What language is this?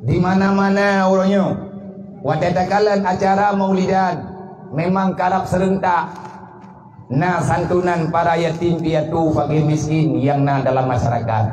Achinese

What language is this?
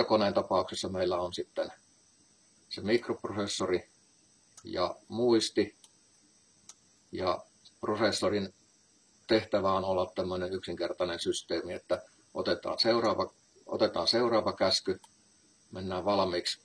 Finnish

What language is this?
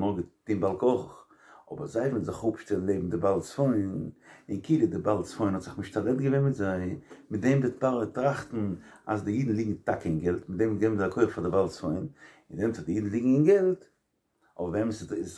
Yiddish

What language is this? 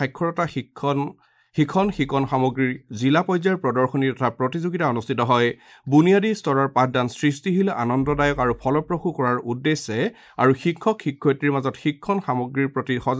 Assamese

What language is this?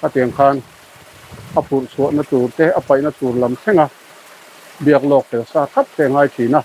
Mizo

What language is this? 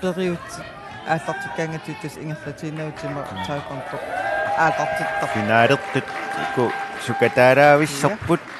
Kalaallisut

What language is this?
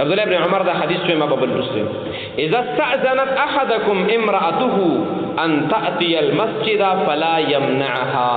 Pashto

